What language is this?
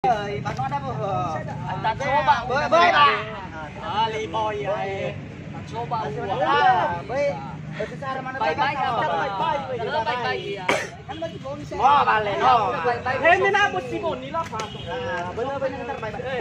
Nias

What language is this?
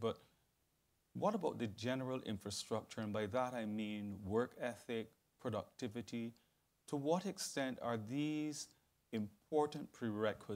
English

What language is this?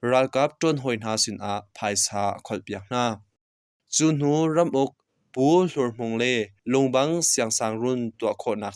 Hakha Chin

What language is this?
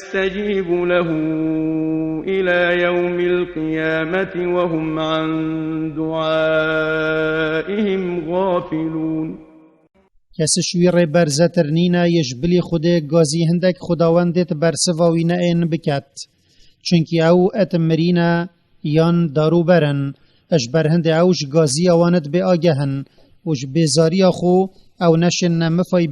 Kurdish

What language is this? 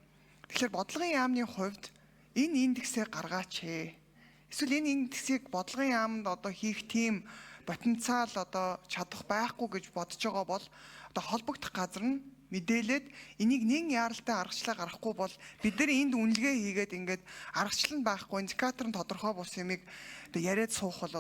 Mongolian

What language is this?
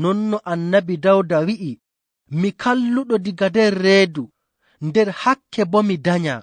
Fula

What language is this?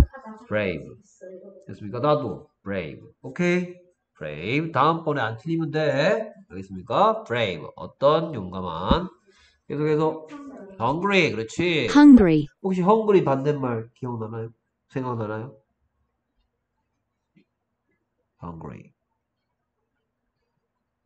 Korean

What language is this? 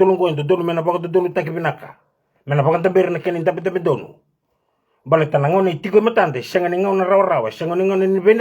Fijian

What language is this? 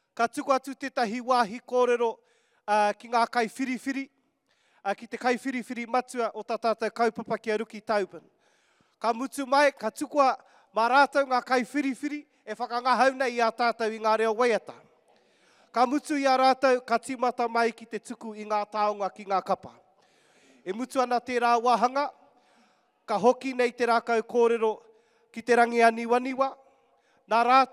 Māori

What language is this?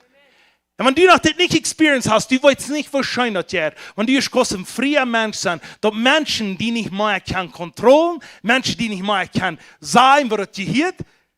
Plautdietsch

